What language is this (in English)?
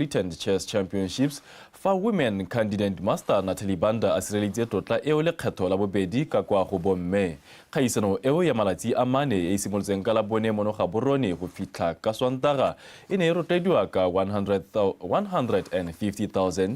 Tswana